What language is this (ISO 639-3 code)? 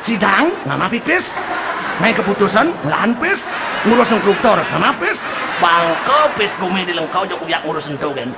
ban